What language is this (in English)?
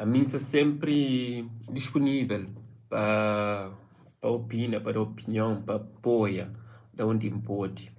Kabuverdianu